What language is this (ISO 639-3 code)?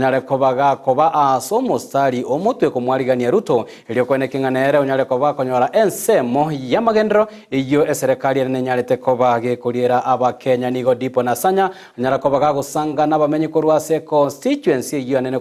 guz